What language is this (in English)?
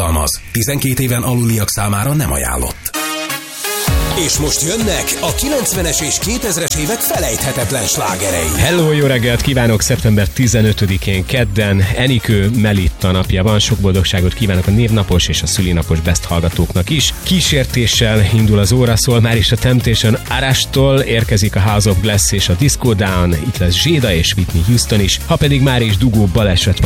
Hungarian